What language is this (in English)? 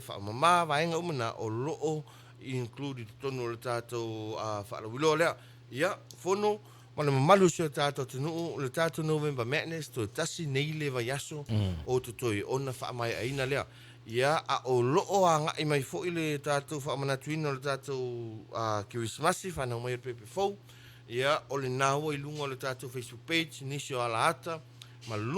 Samoan